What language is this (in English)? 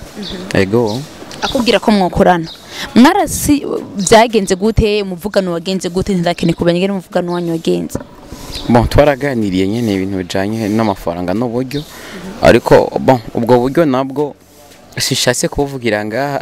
Rundi